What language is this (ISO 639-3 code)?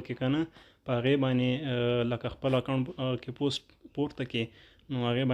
pus